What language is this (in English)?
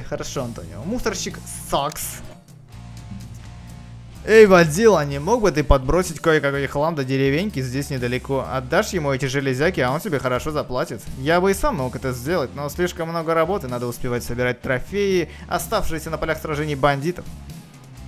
Russian